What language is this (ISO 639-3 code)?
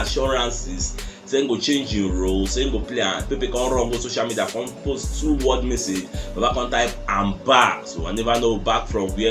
pcm